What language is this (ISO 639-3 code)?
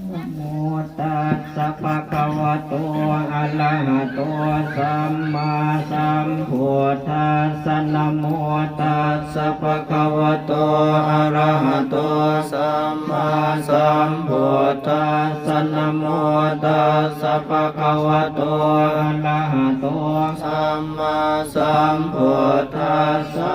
pli